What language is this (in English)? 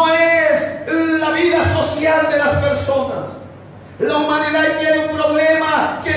Spanish